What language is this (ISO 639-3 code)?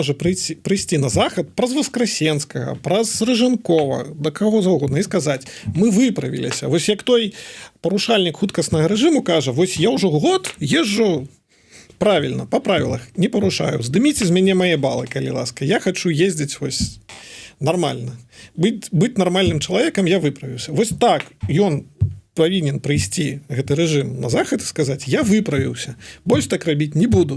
bel